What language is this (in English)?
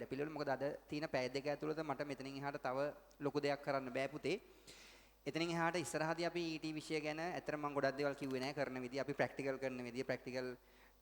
Sinhala